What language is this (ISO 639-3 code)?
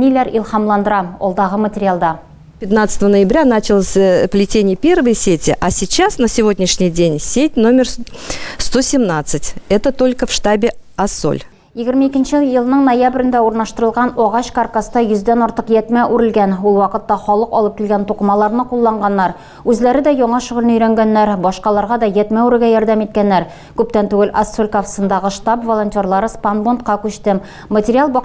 tat